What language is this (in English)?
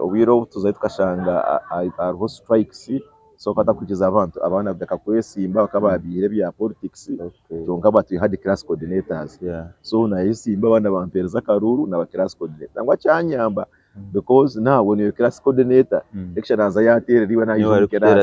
Nyankole